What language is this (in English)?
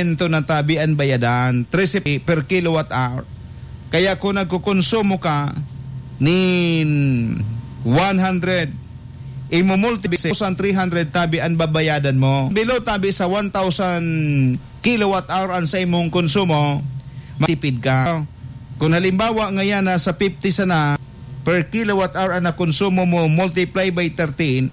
Bikol